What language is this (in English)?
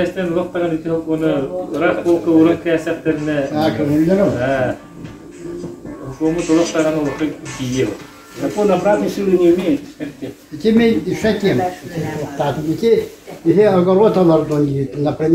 Yakut